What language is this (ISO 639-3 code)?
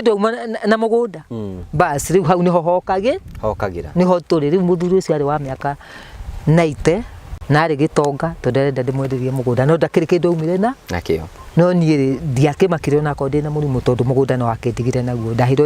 kik